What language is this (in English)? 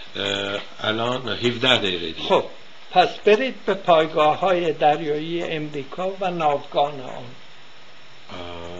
Persian